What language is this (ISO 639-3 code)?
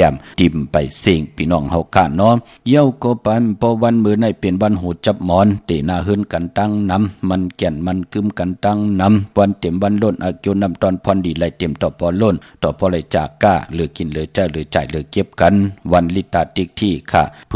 shn